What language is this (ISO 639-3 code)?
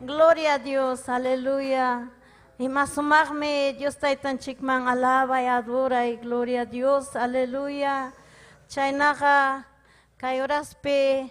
quy